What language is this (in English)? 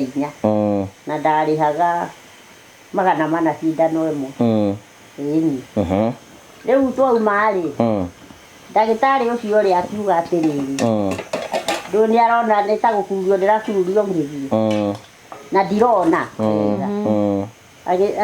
Kikuyu